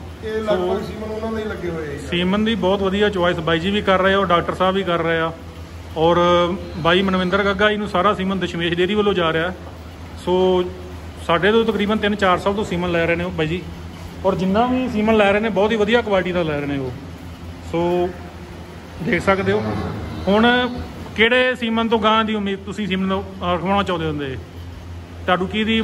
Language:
Punjabi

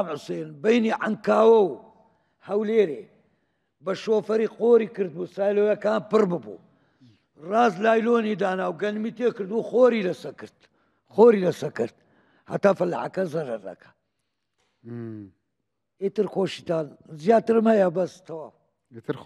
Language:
Central Kurdish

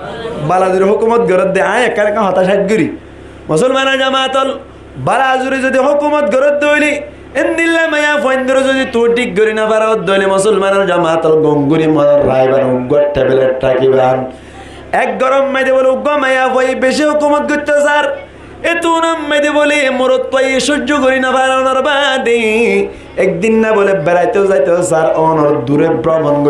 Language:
Rohingya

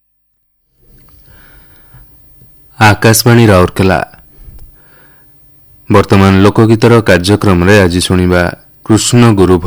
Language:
Odia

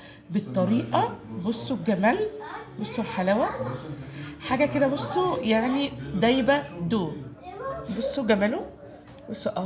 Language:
Egyptian Arabic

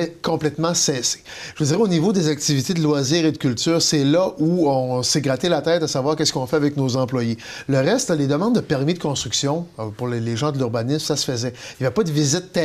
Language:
French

